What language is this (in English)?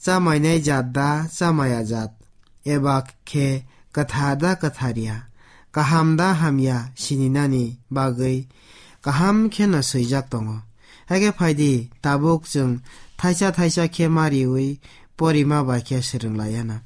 Kok Borok